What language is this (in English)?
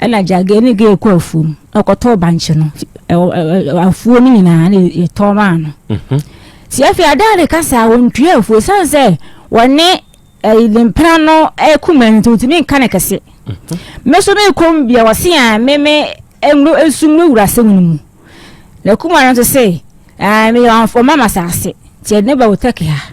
Akan